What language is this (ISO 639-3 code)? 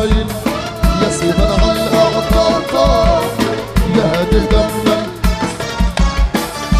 ajp